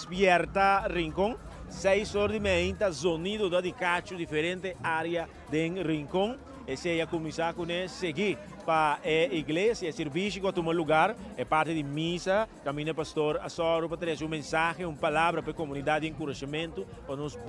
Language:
Papiamento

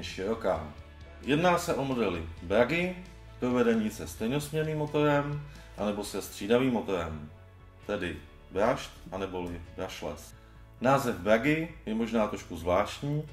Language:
Czech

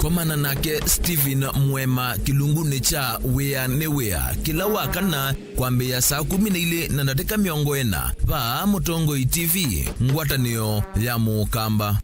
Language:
Kamba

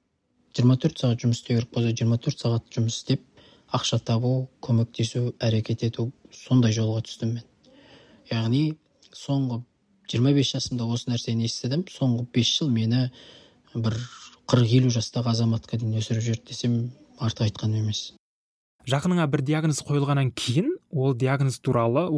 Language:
Kazakh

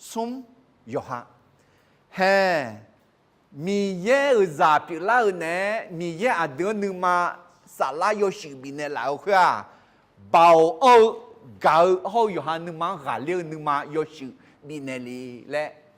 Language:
Akha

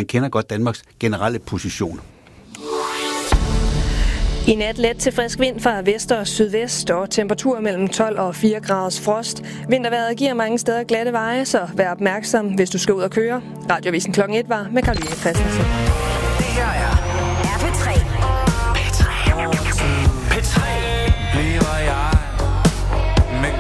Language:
Danish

